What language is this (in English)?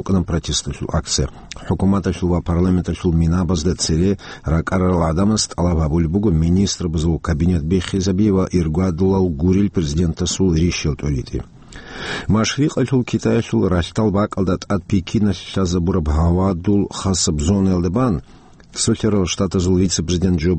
Avaric